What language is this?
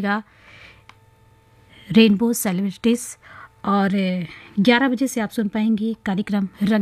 Hindi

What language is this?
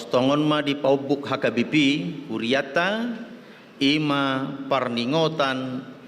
Batak Toba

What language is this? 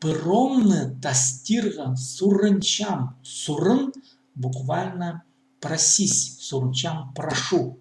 Khakas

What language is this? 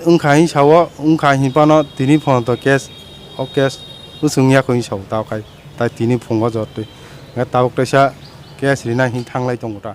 Kok Borok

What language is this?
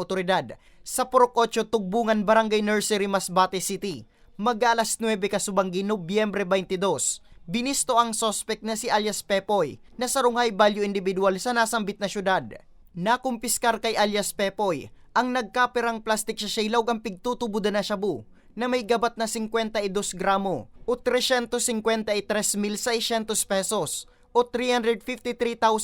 Bikol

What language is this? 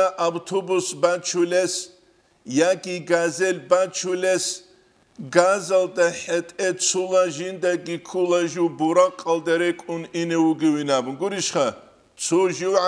Avaric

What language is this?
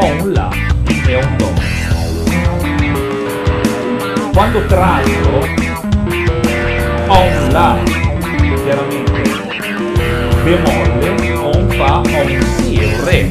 Italian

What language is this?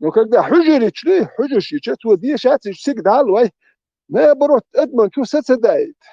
Chechen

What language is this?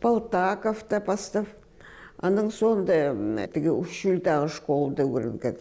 Khakas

